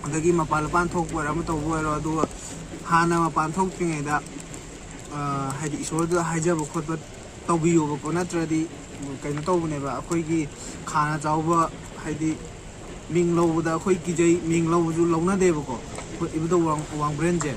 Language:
Manipuri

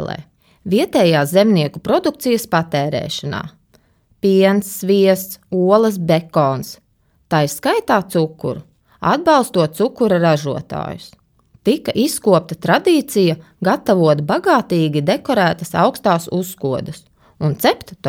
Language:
Latvian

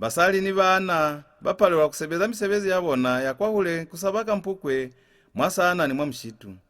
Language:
Lozi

